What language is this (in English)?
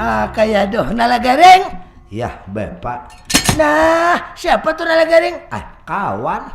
Banjar